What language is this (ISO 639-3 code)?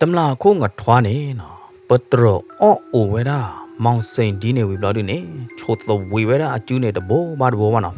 ksw